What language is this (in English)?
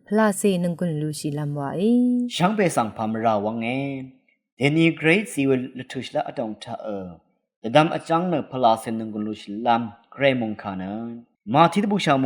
Rawang